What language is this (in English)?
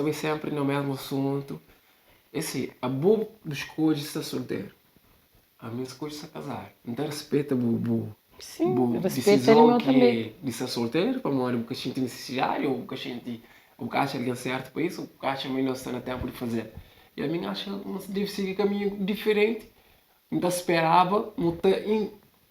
Kabuverdianu